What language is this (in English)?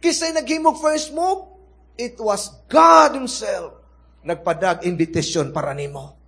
Cebuano